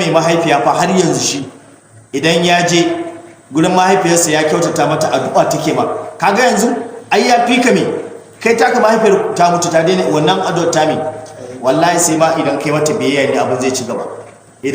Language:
Hausa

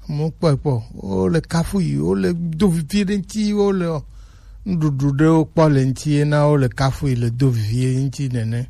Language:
Gen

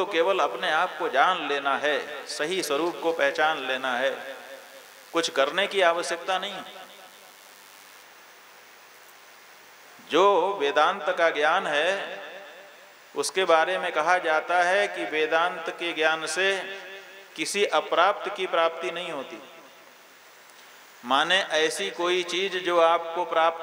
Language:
Hindi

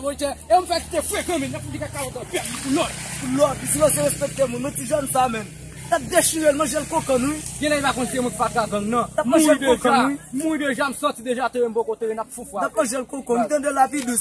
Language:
Haitian Creole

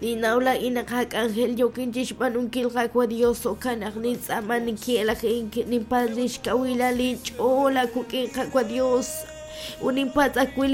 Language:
Kekchí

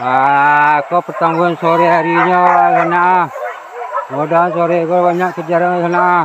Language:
Minangkabau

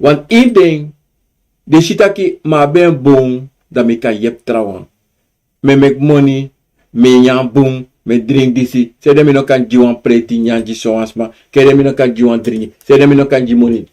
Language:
Sranan Tongo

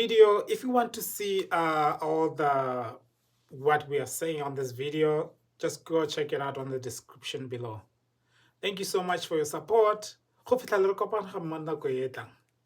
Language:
Tswana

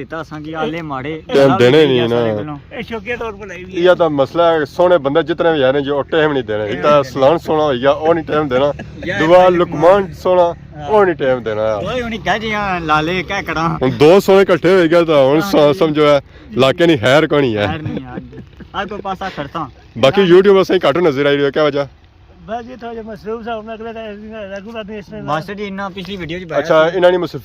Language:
Pahari-Potwari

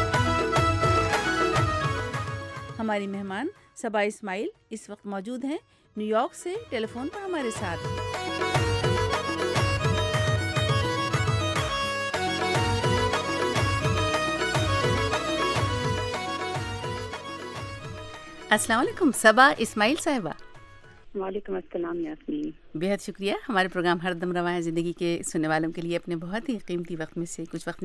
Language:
Urdu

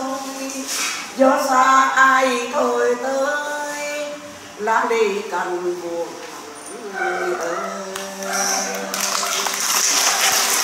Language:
Vietnamese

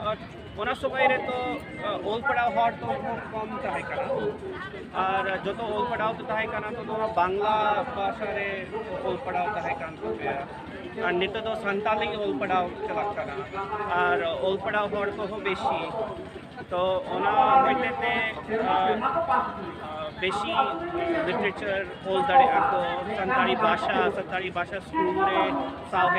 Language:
Santali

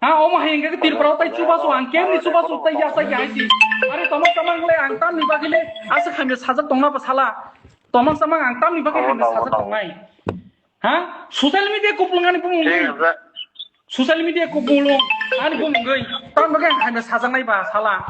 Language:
Kok Borok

